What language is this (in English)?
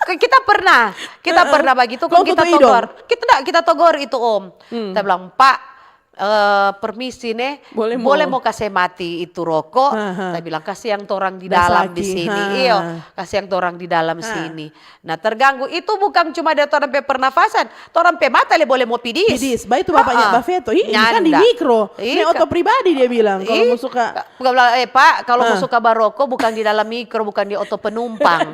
Manado Malay